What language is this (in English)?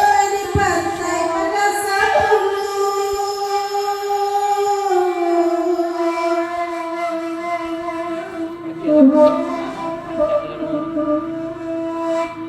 Minangkabau